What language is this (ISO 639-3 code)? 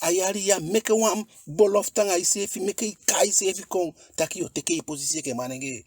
djk